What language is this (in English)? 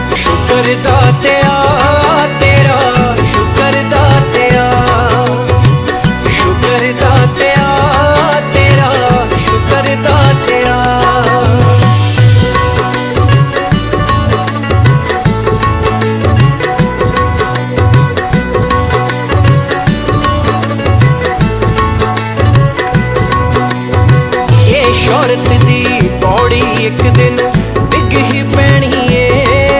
Punjabi